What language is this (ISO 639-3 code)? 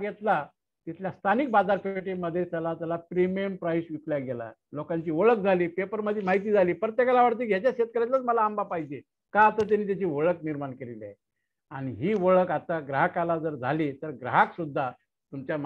mar